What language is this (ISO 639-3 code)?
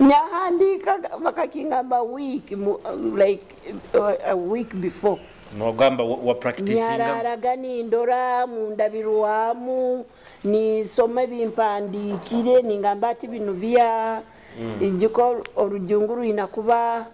nyo